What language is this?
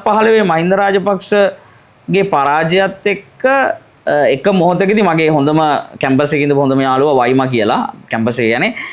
Sinhala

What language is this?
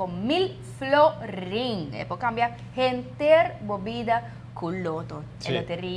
Papiamento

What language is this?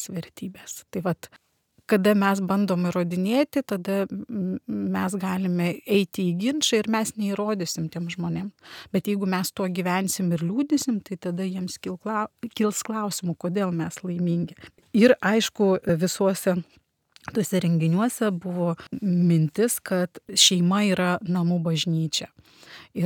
Lithuanian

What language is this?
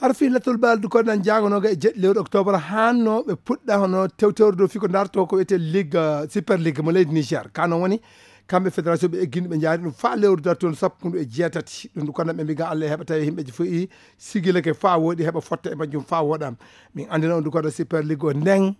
Nigerian Fulfulde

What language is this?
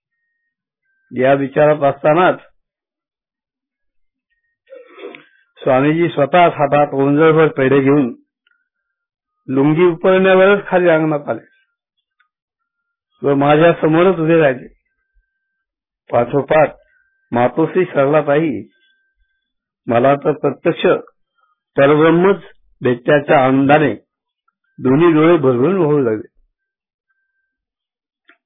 Marathi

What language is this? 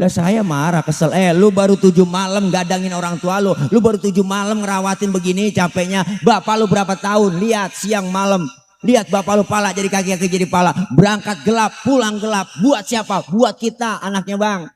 Betawi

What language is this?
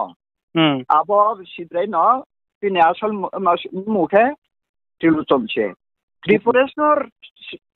Riang (India)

